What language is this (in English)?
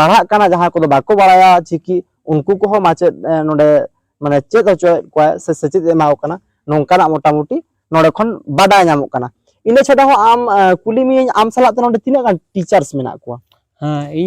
Santali